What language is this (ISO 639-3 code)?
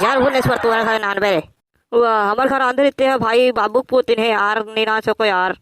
hne